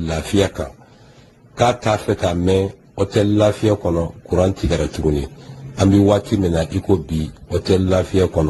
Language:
Bambara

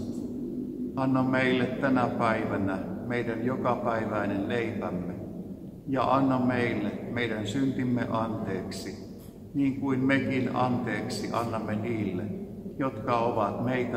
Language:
Finnish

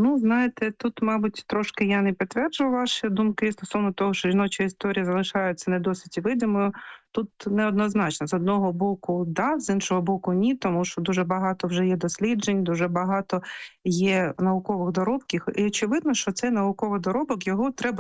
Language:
Ukrainian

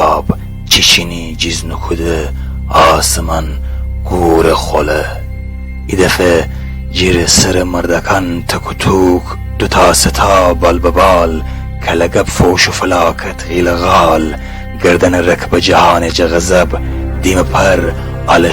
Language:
Gilaki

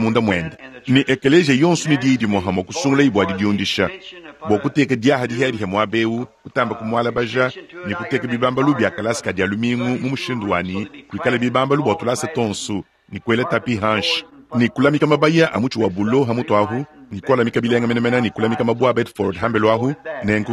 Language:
Luba-Lulua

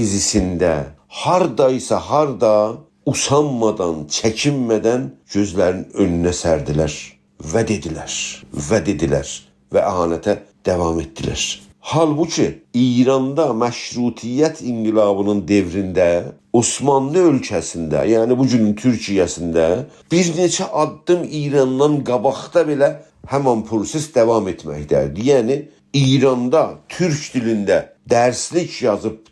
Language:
South Azerbaijani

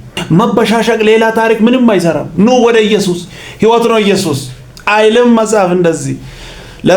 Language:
Amharic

